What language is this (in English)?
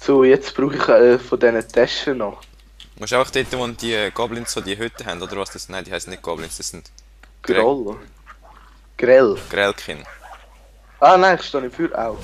Swiss German